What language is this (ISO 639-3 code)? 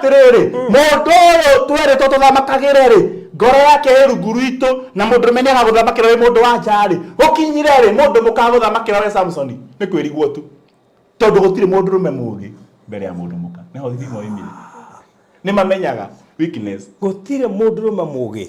kik